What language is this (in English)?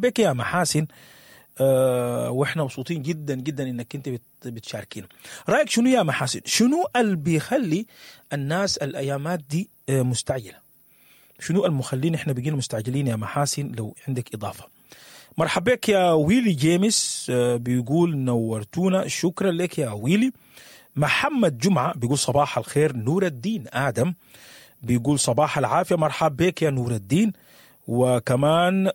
Sudanese Arabic